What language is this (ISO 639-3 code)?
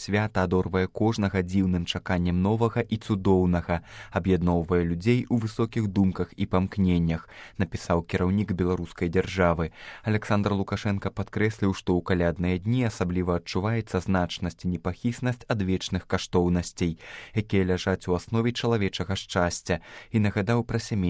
bel